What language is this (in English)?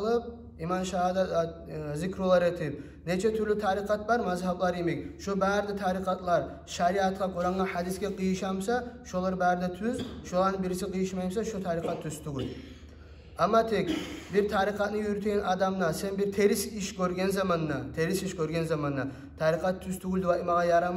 Kumyk